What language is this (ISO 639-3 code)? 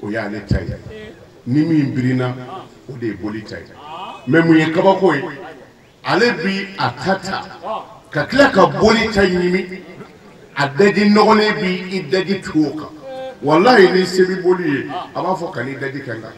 bam